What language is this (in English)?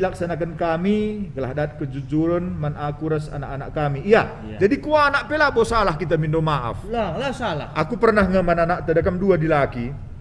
Batak Karo